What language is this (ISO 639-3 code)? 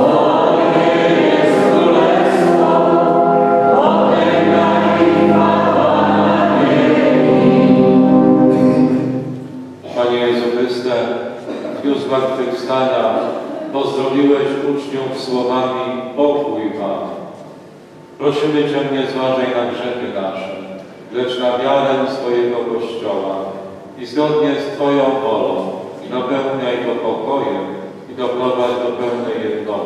pol